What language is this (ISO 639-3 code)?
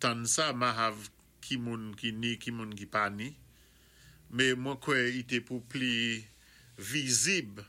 acf